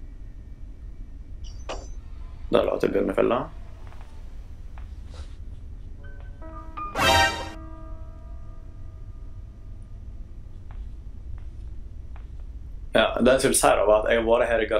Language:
Norwegian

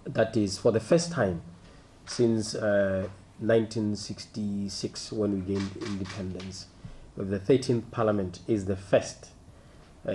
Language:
Tswana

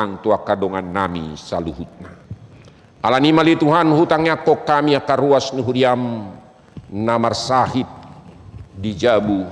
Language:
Batak Toba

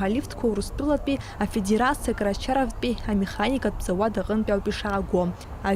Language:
Abkhazian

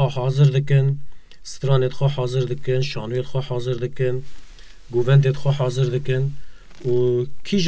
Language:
Kurdish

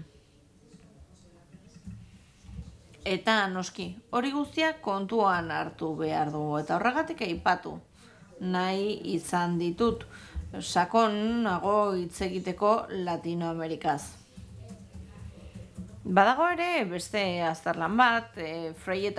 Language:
Basque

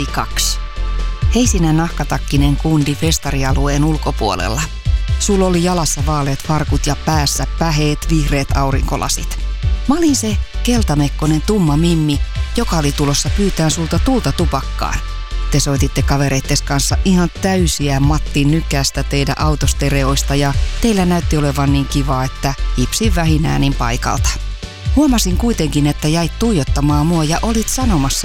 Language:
Finnish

